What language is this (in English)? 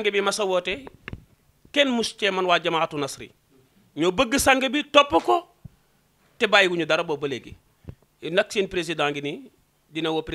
Wolof